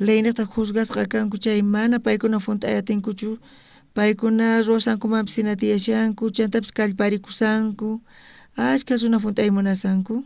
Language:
South Bolivian Quechua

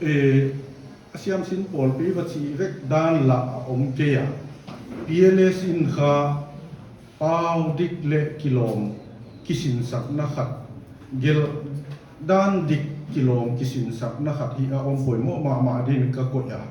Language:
Paite Chin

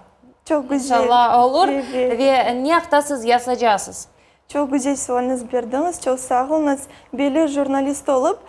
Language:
Crimean Tatar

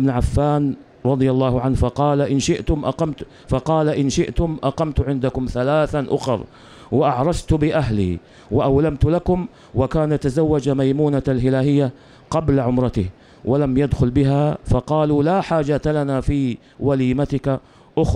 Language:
Arabic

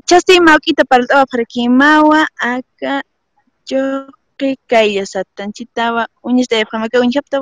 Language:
Aymara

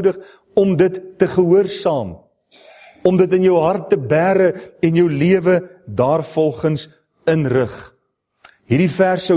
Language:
Afrikaans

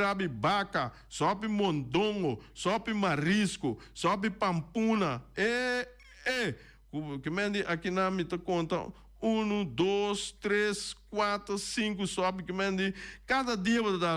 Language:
Papiamento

